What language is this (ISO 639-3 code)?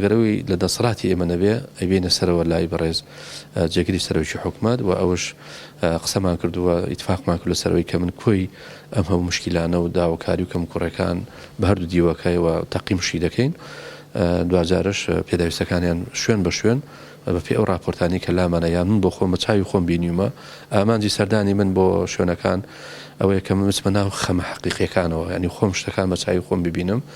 ckb